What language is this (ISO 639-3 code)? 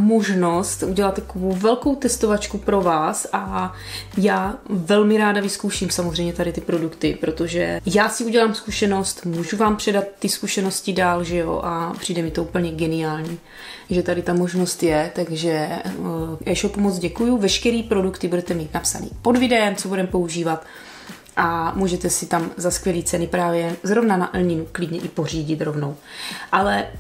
ces